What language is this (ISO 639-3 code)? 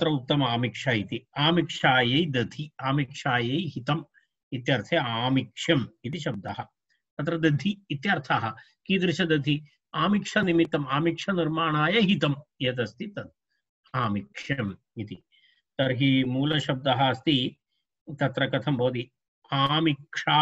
san